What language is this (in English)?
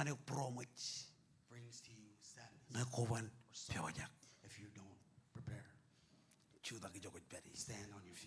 Marshallese